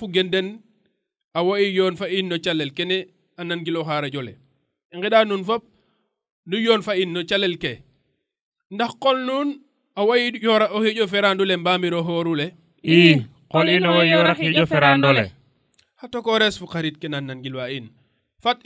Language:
Serer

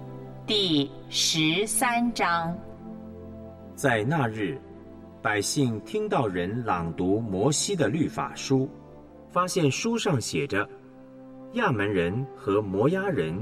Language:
Chinese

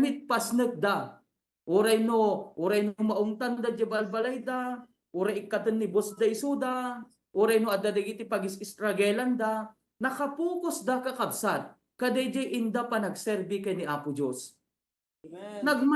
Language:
Iloko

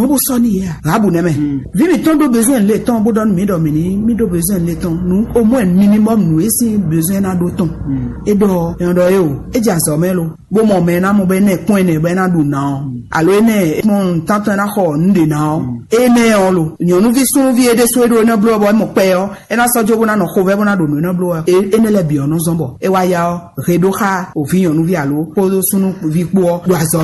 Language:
Fon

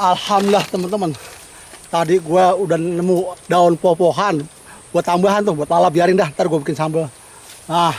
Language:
Betawi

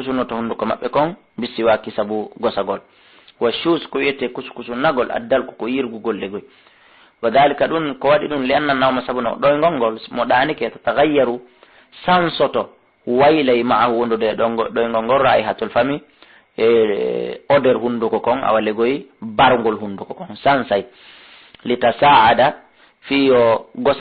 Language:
Fula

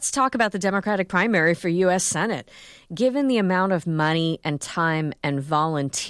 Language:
English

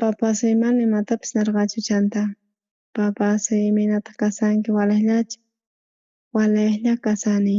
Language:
South Bolivian Quechua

